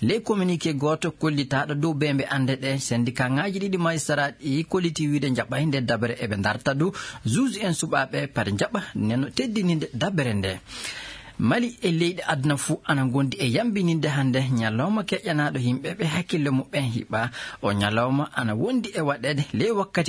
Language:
Fula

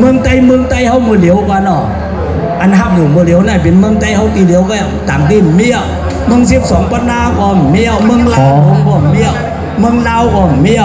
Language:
Shan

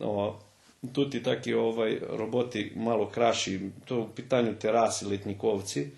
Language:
Rusyn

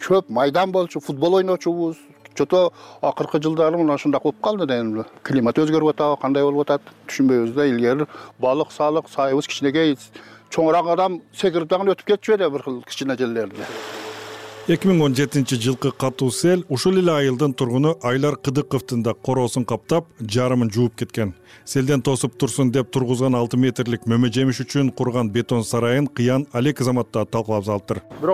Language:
Kyrgyz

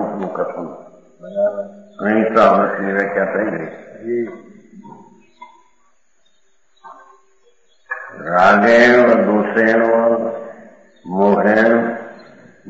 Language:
Gujarati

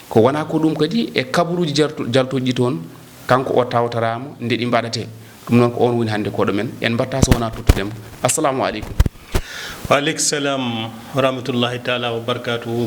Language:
Fula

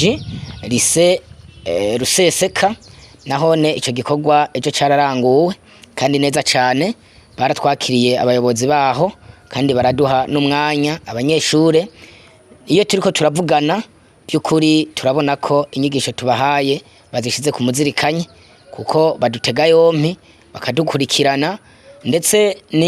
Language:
Rundi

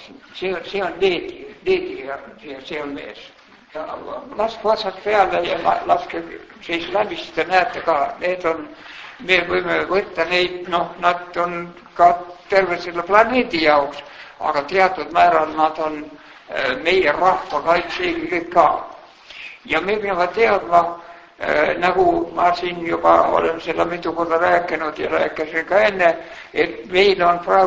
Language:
Estonian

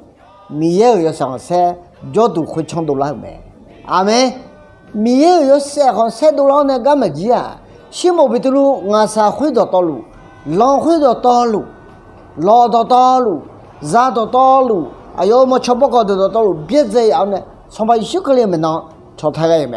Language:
Akha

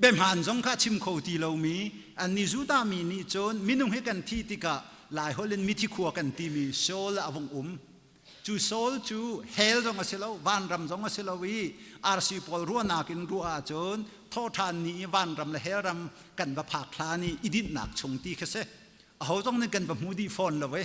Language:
Hakha Chin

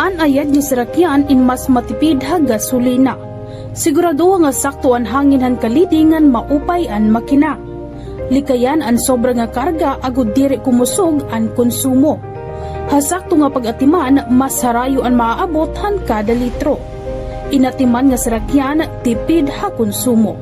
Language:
Waray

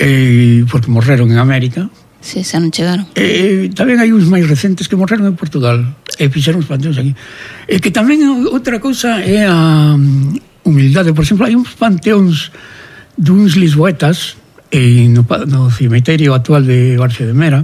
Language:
Galician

